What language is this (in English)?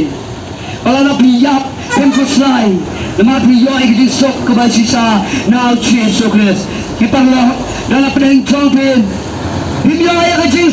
Khasi